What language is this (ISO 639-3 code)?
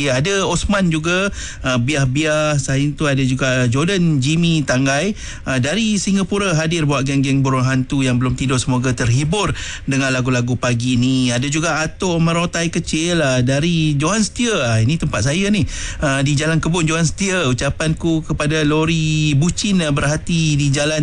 msa